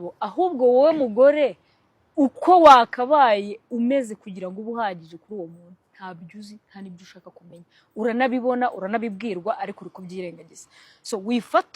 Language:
Kinyarwanda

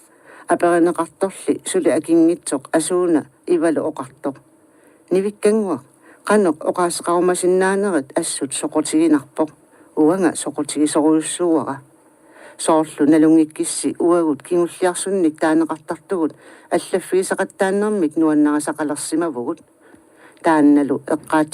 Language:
Kalaallisut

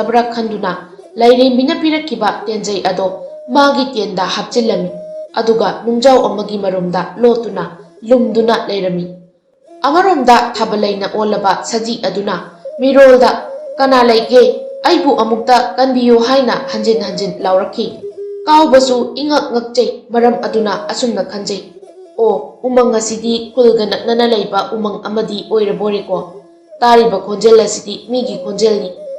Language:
Manipuri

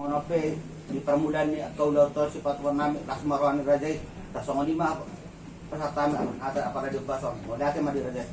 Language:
Batak Toba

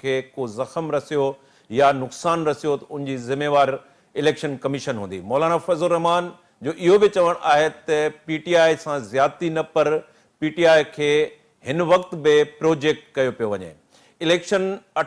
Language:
Sindhi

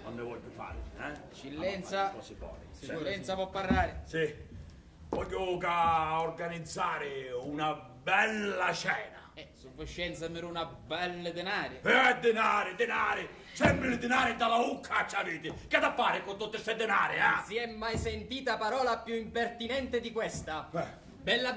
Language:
Sicilian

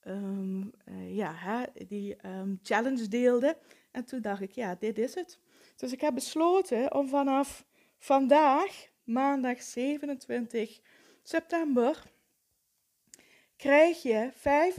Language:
Dutch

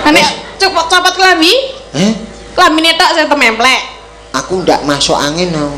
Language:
Javanese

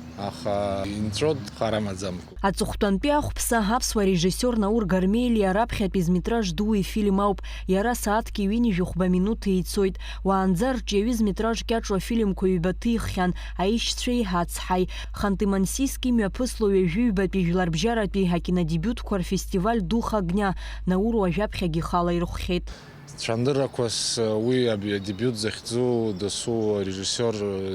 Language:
Abkhazian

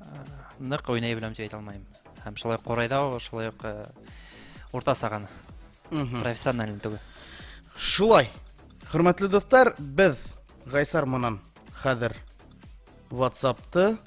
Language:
Bashkir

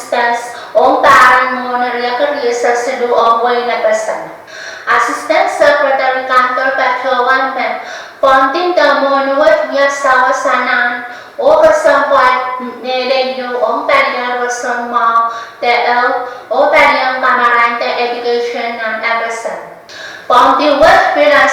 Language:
Pohnpeian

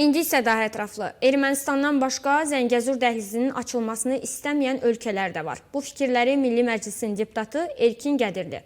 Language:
Azerbaijani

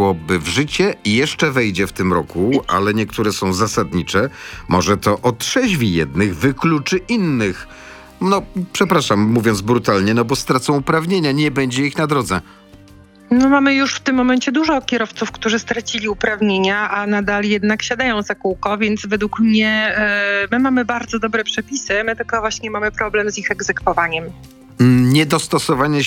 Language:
Polish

